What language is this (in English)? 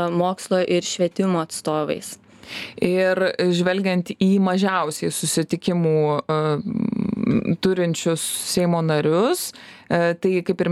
Lithuanian